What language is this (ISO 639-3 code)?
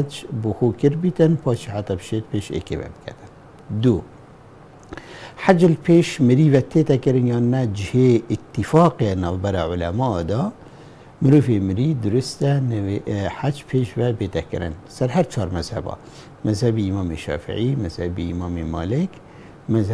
kur